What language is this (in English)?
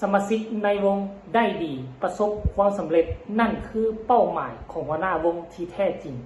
Lao